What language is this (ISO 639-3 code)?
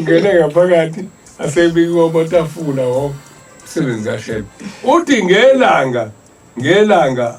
zul